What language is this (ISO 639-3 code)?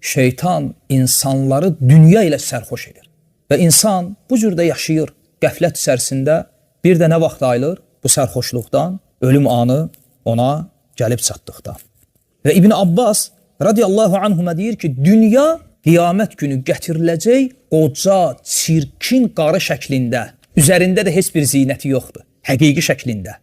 aze